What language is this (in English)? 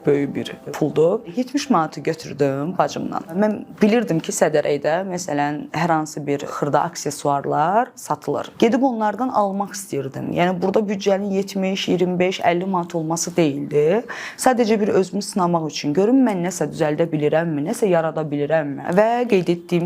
Azerbaijani